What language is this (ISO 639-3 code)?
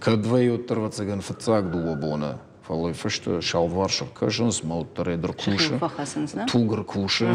oss